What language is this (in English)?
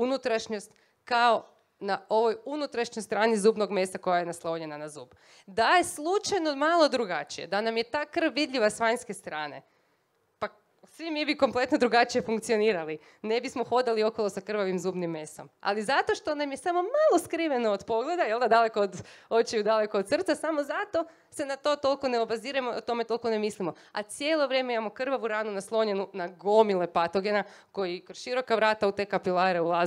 Croatian